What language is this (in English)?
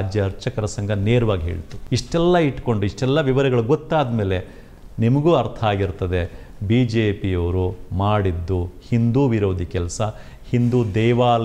Kannada